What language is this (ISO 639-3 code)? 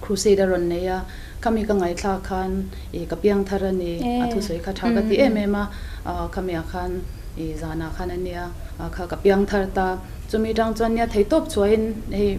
lus